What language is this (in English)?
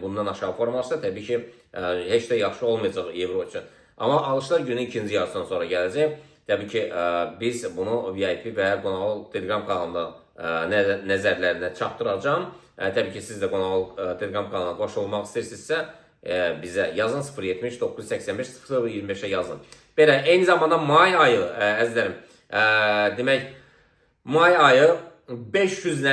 Azerbaijani